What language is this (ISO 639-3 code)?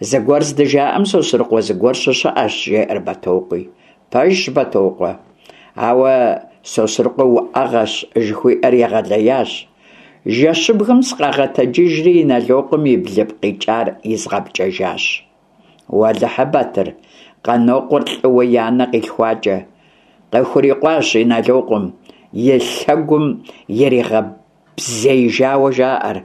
kbd